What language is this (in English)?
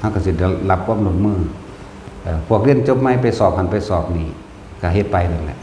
Northeastern Thai